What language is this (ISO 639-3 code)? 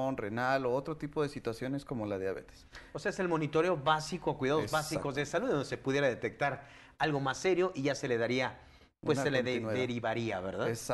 spa